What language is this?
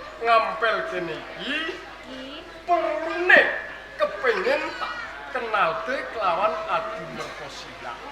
Javanese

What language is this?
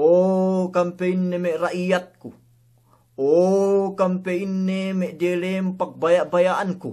Yakan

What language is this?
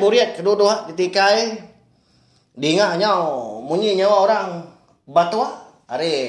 Iban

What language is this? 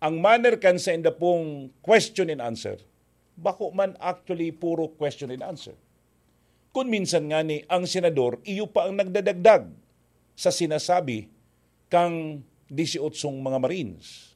Bikol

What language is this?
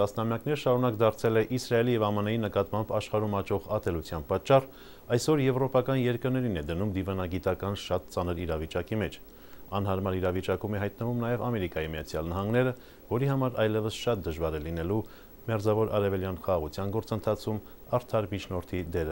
Armenian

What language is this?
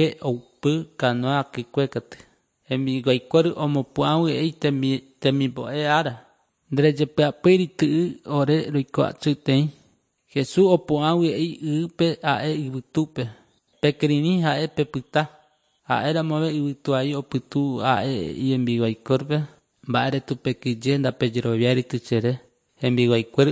Guarani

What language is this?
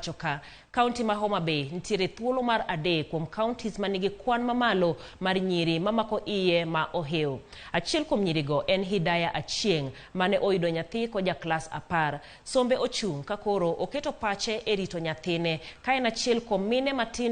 Luo (Kenya and Tanzania)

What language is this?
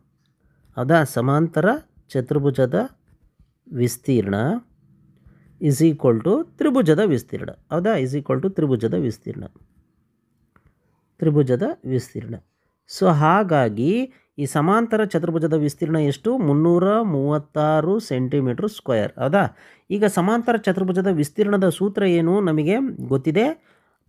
Kannada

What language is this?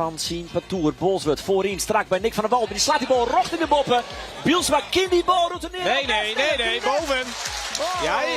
Western Frisian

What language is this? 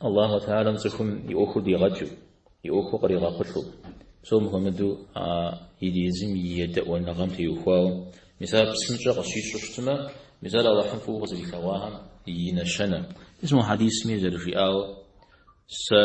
Kabardian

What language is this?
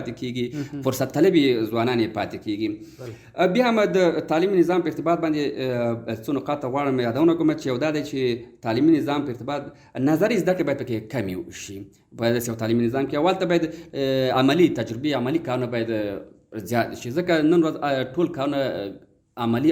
Pashto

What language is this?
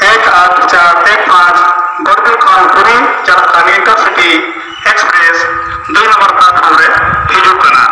Santali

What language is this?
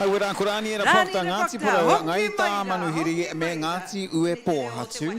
Māori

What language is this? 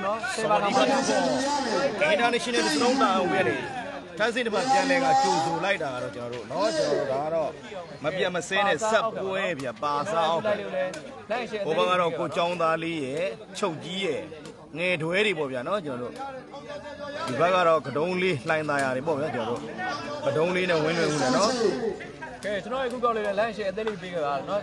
Burmese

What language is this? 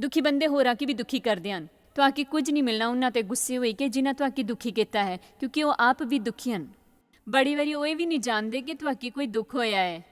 Dogri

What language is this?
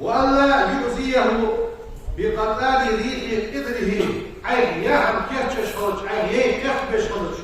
Ingush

